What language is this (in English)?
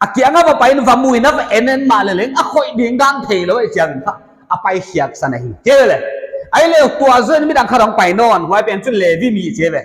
Paite Chin